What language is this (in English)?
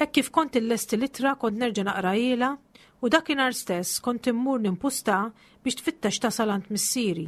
Maltese